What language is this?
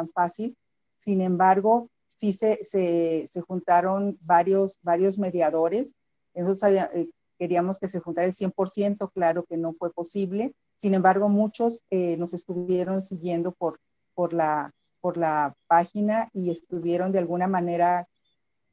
Spanish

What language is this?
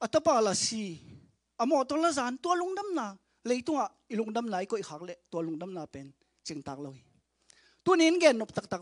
Tedim Chin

